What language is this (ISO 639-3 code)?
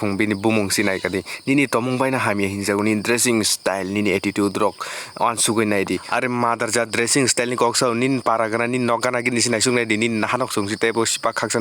trp